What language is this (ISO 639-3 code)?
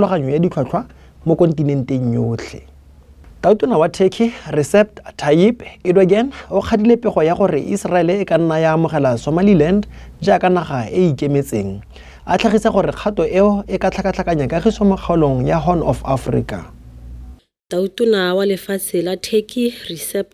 tsn